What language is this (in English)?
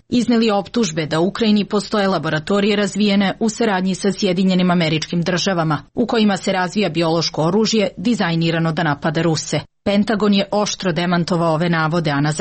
Serbian